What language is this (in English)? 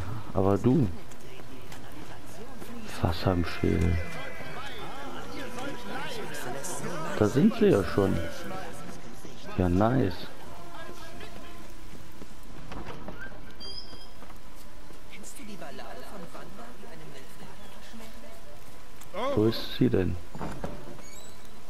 German